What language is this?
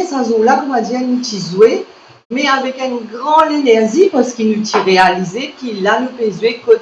Morisyen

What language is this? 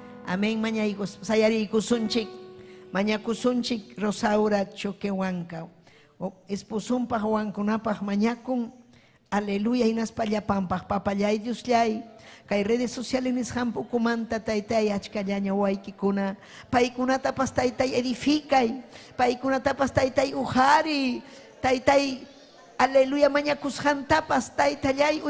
Ayacucho Quechua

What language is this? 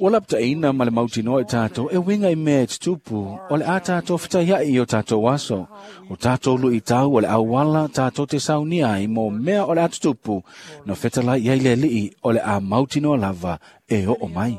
Samoan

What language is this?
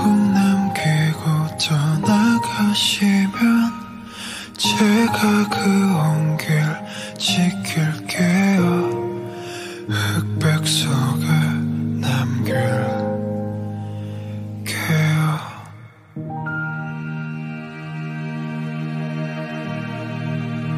Korean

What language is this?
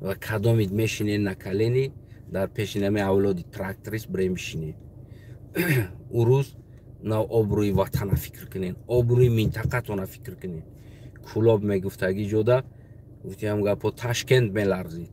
Tajik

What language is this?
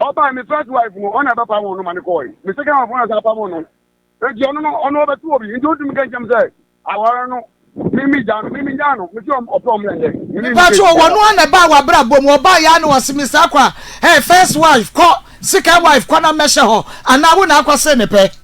Akan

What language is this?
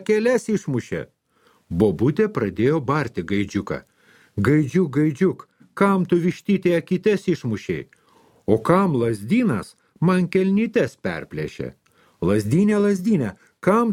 Lithuanian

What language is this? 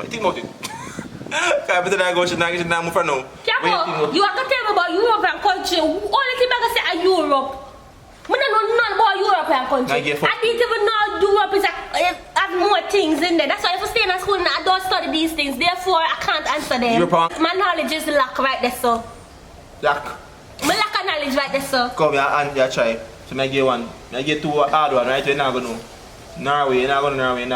Jamaican Creole English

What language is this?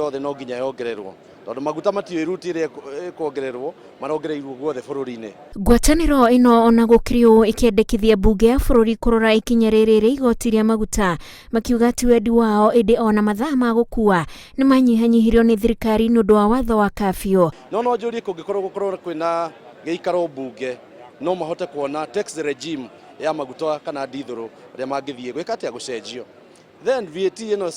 Kikuyu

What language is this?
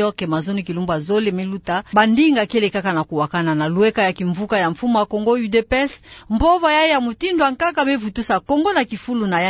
Kituba (Democratic Republic of Congo)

